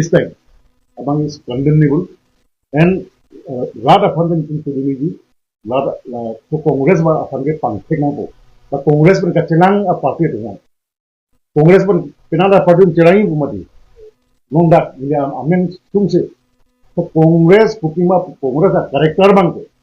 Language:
Karbi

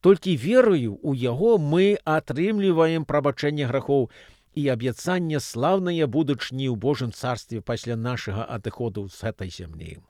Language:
Belarusian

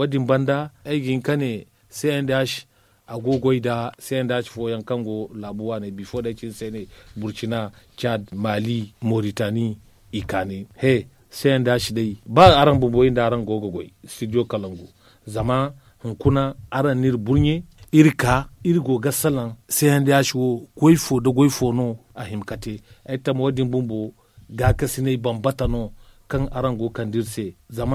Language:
Zarma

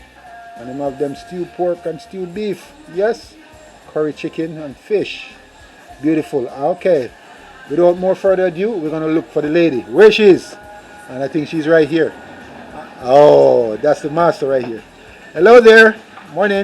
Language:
Jamaican Creole English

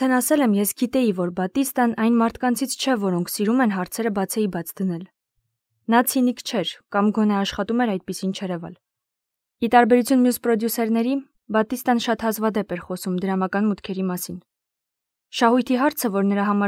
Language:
Armenian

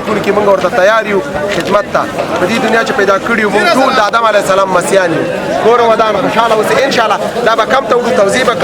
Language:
Pashto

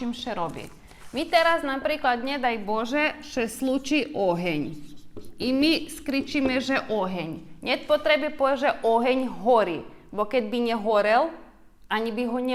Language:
Rusyn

